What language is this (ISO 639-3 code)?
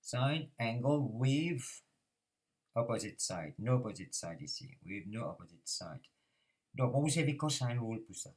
mfe